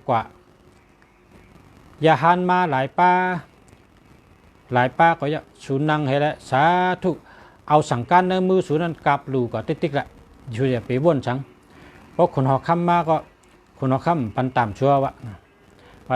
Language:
Shan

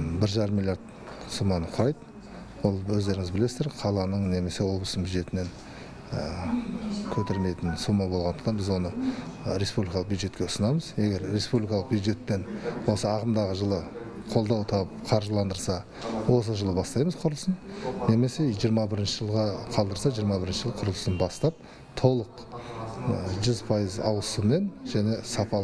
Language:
Kazakh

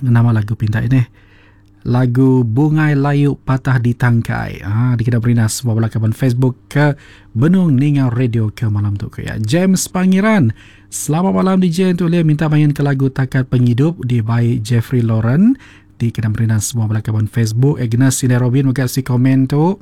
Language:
Iban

